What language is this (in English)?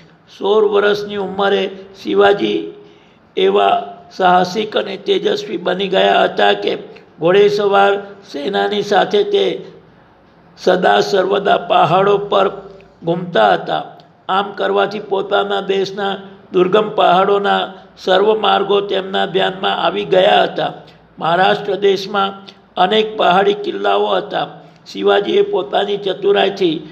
Gujarati